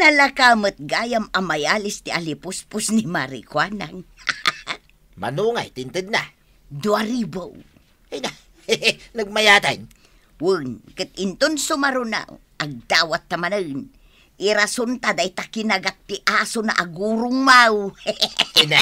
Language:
Iloko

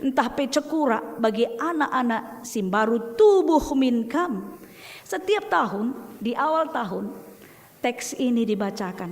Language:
Batak Karo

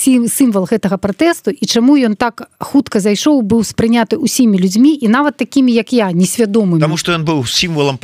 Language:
Belarusian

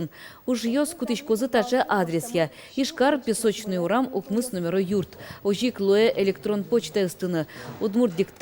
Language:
Udmurt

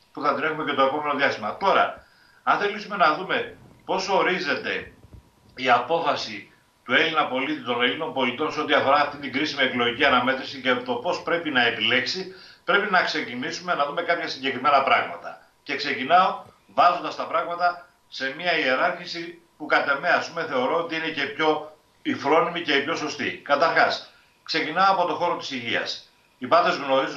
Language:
Greek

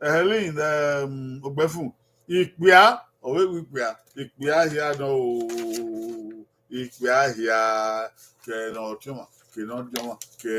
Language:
Bini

